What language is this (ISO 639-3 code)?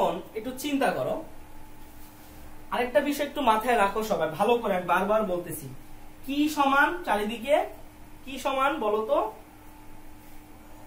ben